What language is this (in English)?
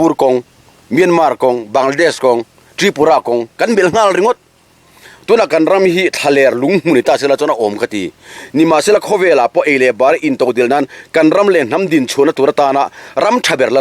Mizo